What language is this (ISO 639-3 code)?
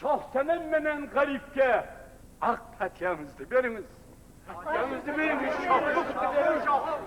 kaa